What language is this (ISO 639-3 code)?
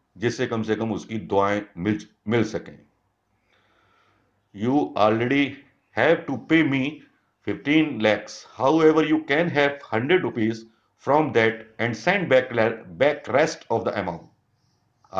hin